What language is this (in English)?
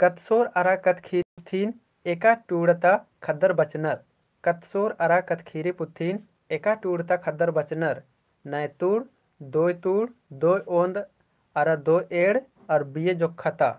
Kurukh